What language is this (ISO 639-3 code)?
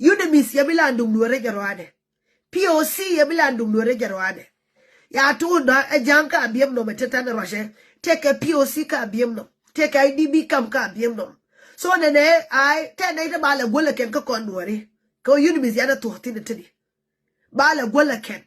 nus